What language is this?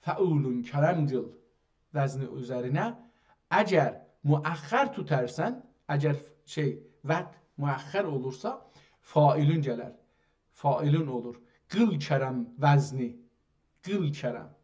South Azerbaijani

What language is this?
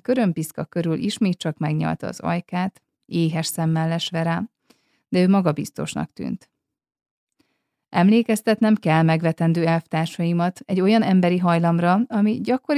Hungarian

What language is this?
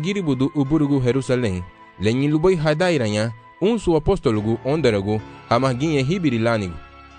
Garifuna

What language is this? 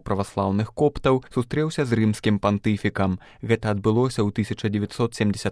Belarusian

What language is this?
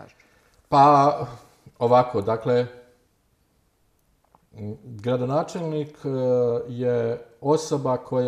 Bosnian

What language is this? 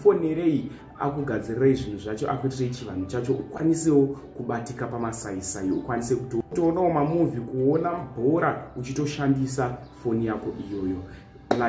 Shona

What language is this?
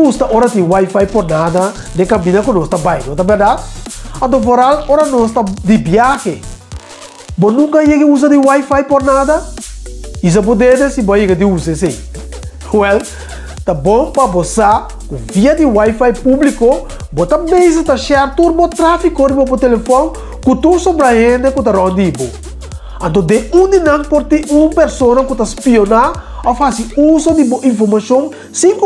Papiamento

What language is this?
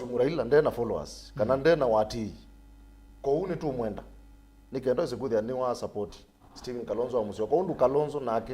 Kamba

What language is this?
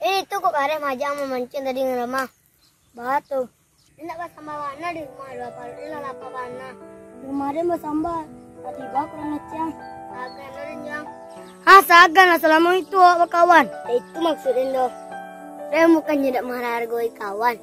Minangkabau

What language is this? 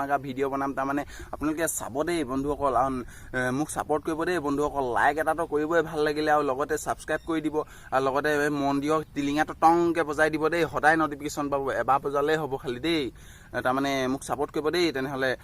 Assamese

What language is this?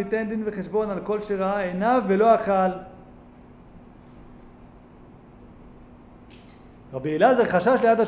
Hebrew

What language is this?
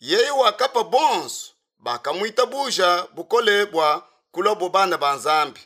Luba-Lulua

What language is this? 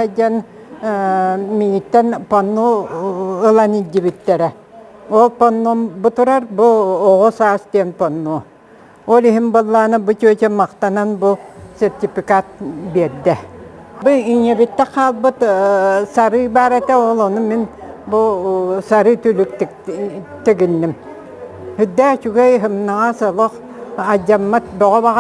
Yakut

